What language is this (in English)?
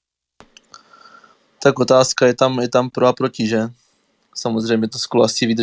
Czech